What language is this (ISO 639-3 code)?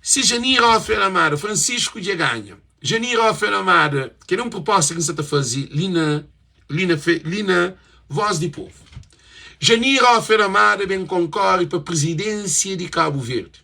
kea